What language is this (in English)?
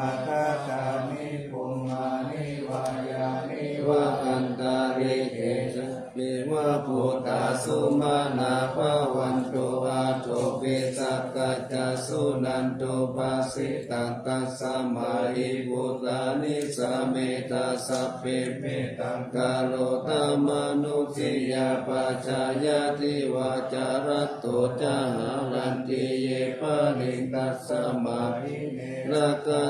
Pali